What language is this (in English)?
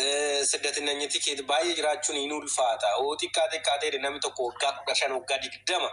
Oromo